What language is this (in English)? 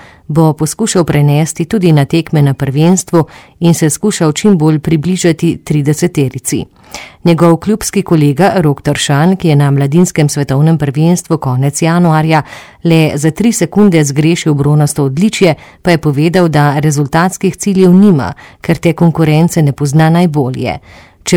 Slovenian